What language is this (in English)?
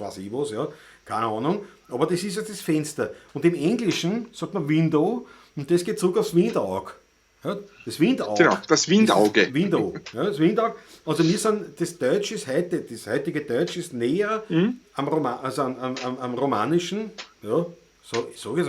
Bavarian